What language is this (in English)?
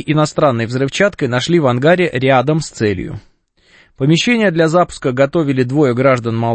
Russian